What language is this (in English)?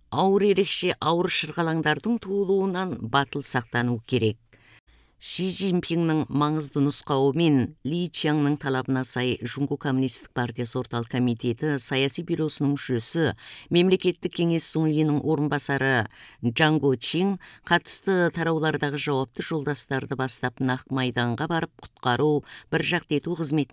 Kazakh